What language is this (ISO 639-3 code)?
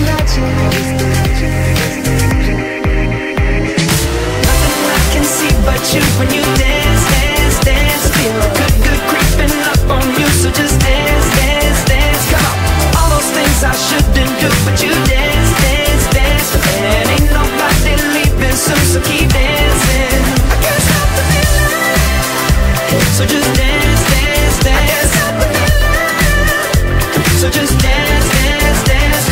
eng